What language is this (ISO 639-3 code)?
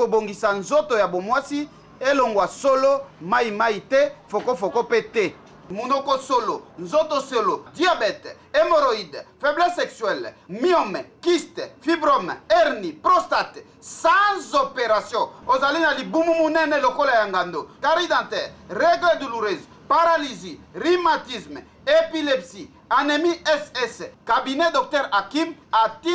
lin